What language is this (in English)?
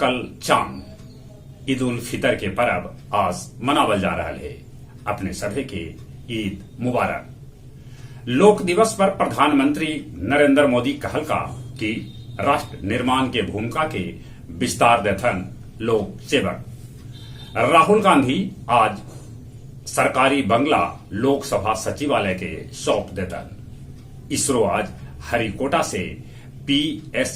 Magahi